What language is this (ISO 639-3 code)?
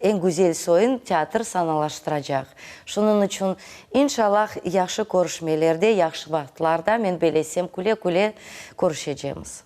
crh